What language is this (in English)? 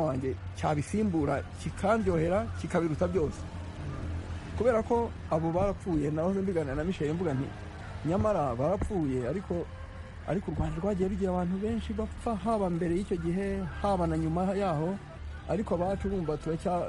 Kinyarwanda